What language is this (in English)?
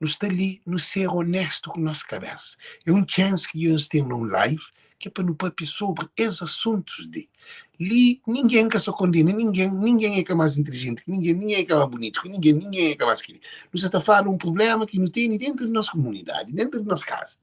Kabuverdianu